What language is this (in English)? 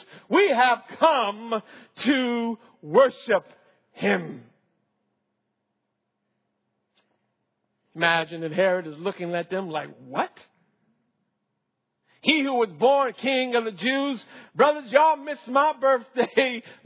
English